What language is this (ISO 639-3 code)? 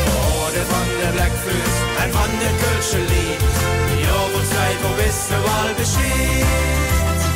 lim